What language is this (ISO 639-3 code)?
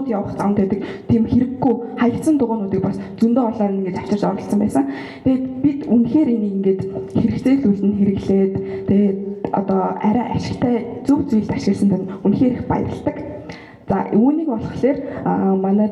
mon